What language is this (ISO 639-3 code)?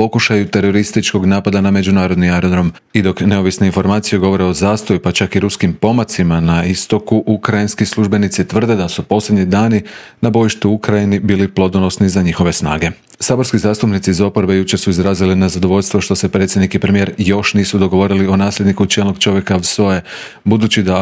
hrv